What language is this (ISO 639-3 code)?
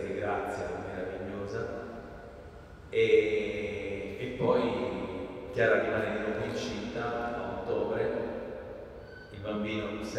ita